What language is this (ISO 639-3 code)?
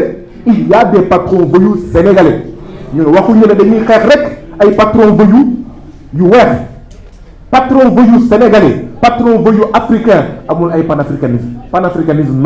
wol